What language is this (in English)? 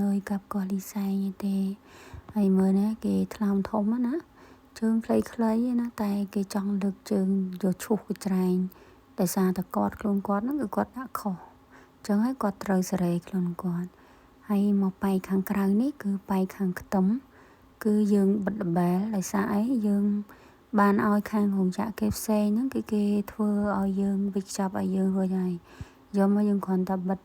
Khmer